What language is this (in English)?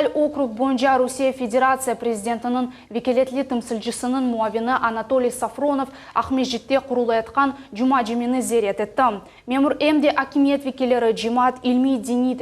Crimean Tatar